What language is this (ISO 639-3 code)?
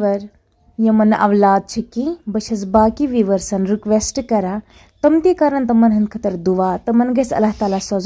kas